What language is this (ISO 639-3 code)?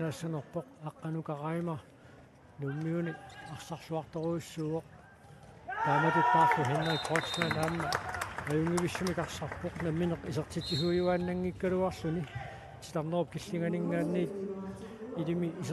kal